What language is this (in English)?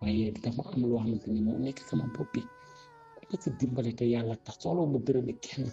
Wolof